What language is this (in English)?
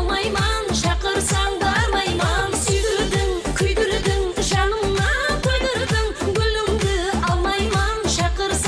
Kara-Kalpak